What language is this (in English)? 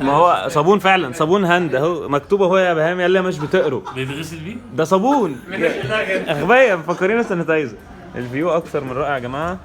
Egyptian Arabic